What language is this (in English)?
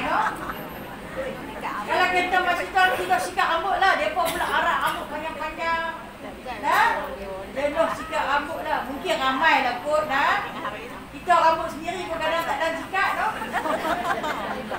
Malay